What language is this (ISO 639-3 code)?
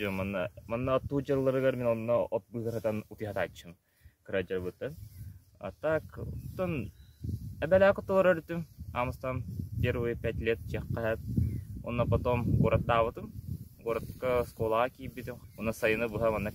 sah